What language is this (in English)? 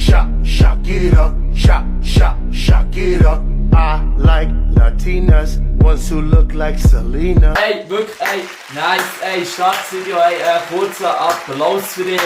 Swiss German